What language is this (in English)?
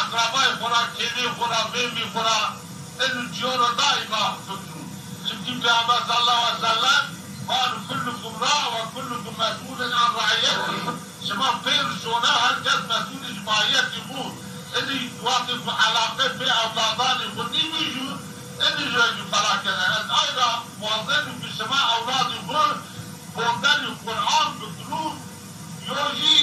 Zaza